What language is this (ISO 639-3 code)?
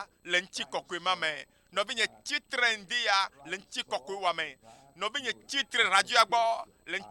ewe